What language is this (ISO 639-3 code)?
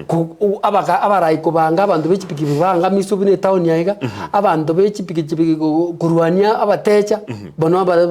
guz